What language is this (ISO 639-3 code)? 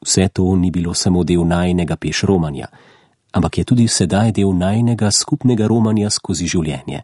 slv